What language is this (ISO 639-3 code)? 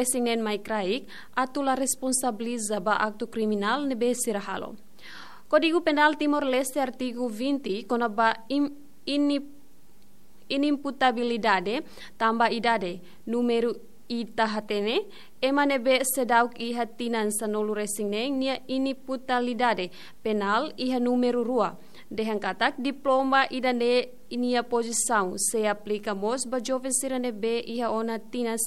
tet